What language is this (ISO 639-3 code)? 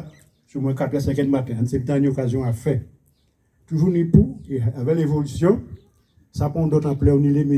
gcf